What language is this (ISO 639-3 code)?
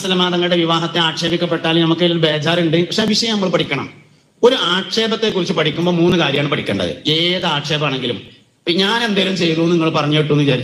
mal